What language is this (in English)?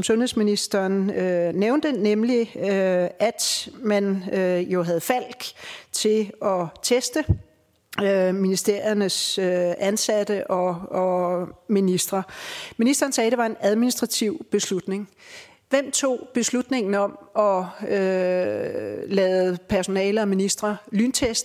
Danish